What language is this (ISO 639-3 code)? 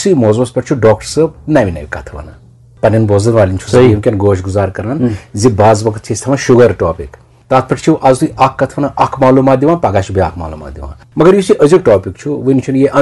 kas